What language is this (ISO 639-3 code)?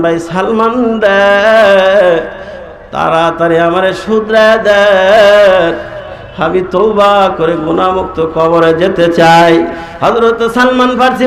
ben